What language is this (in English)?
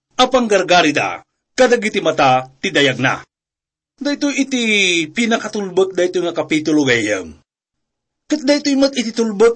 Iloko